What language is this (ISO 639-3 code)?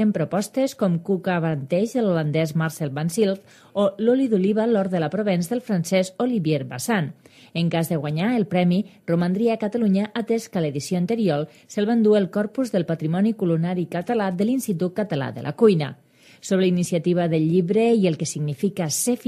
cat